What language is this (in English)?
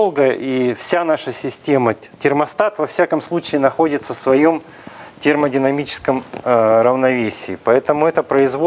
Russian